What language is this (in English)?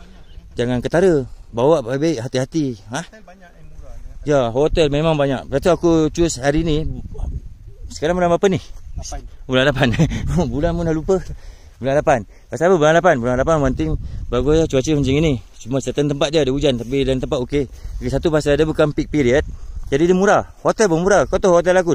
Malay